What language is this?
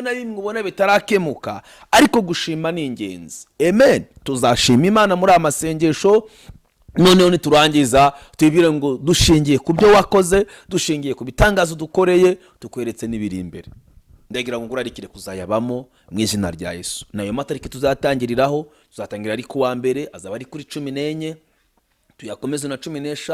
Kinyarwanda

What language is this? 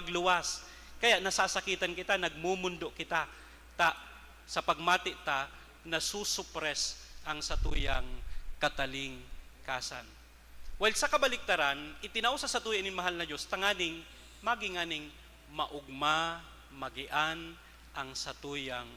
Bikol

